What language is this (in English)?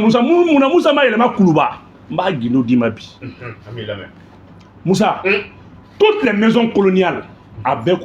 Bambara